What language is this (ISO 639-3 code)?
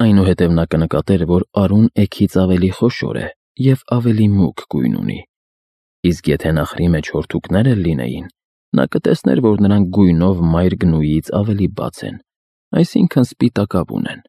hye